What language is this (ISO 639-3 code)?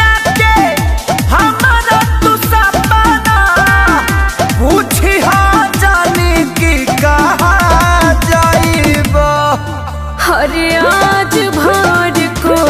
bho